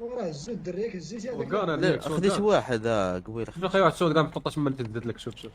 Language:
Moroccan Arabic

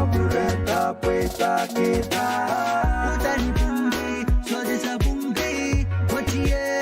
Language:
Pohnpeian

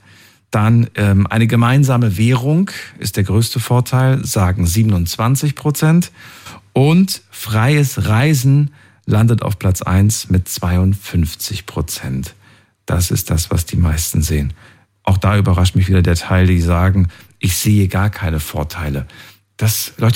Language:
German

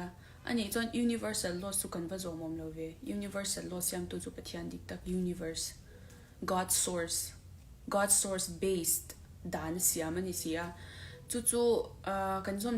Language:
Mizo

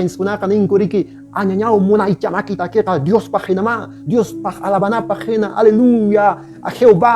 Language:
Quechua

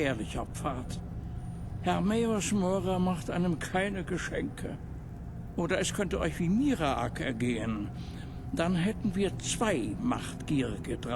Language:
Bavarian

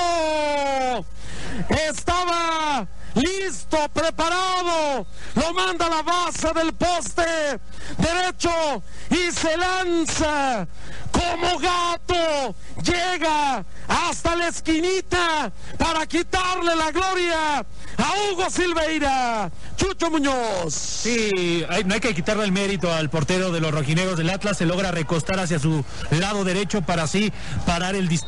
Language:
Spanish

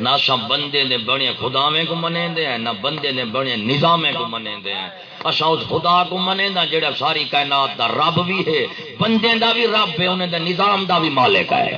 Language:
Saraiki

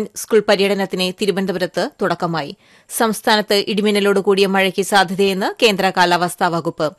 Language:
Malayalam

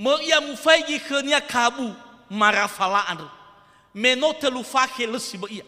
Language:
Nias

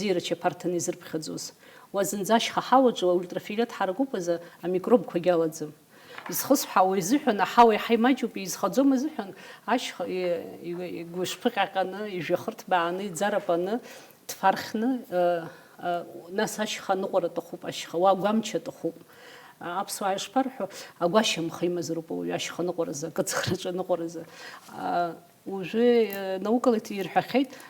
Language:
Abkhazian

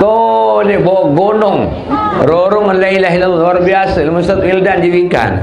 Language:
Sasak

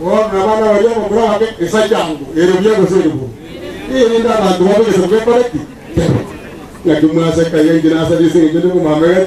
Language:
Gusii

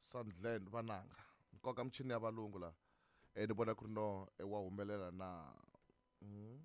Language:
Tsonga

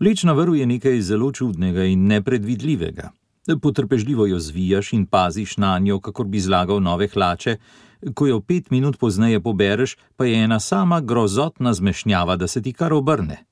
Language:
Slovenian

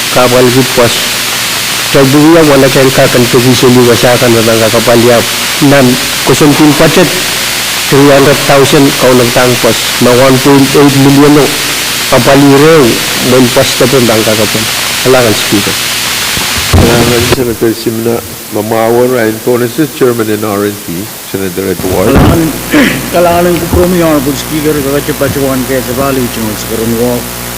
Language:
Pohnpeian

